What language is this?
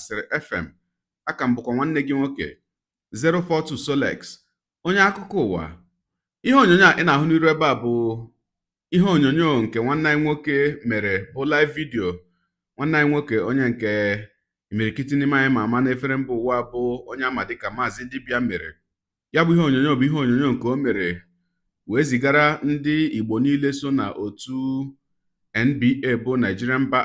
Igbo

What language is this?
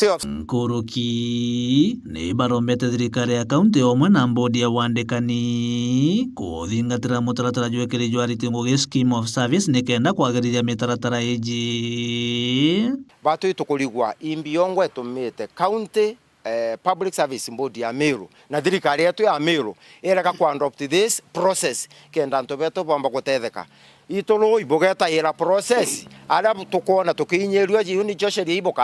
Meru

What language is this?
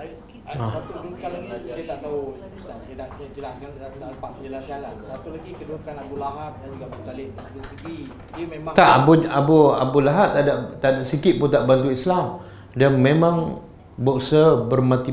Malay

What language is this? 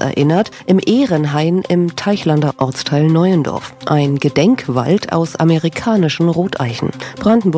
German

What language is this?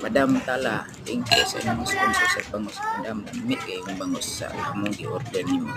Cebuano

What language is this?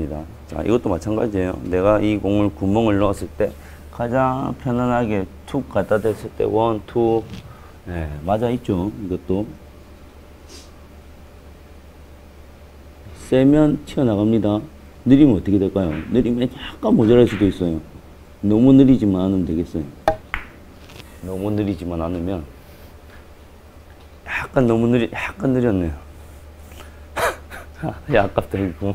Korean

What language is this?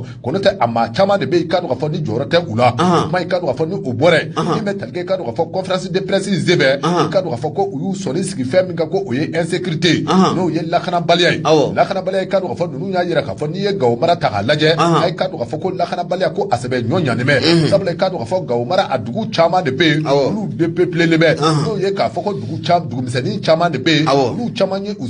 Bambara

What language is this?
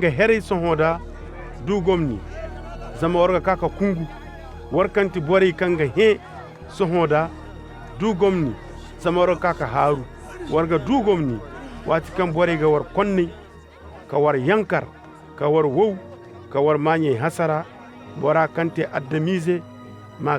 Koyraboro Senni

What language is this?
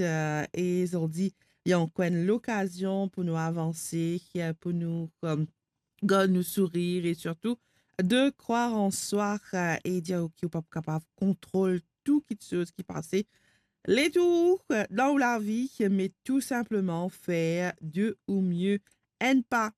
Morisyen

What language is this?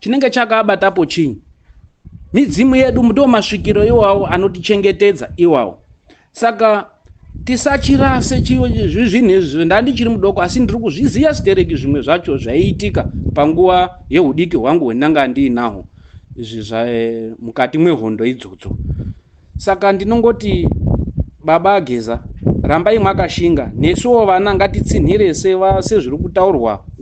Shona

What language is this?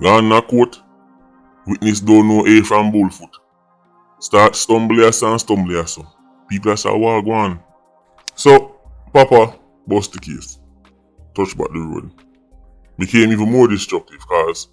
Jamaican Creole English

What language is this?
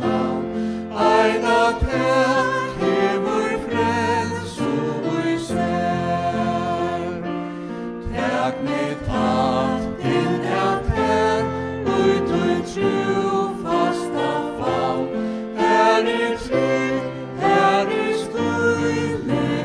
Faroese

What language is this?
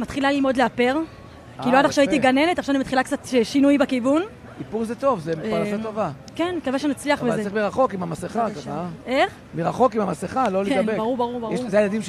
Hebrew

